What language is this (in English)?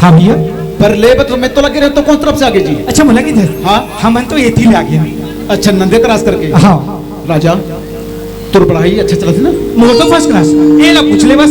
Chhattisgarhi